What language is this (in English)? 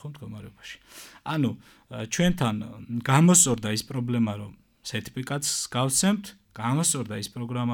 Georgian